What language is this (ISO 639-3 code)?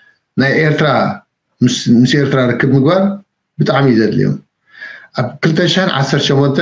tir